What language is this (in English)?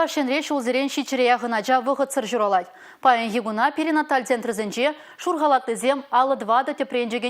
Chuvash